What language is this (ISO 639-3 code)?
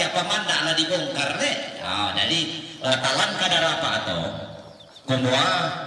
sda